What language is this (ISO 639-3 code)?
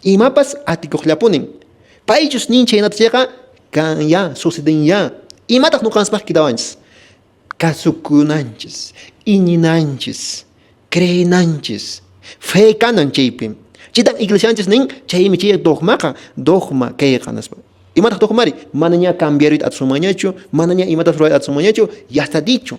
que